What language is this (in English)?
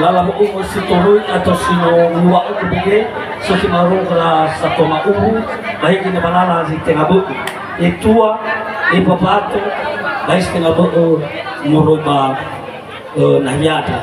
Nias